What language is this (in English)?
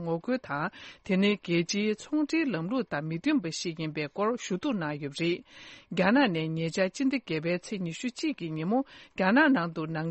Tibetan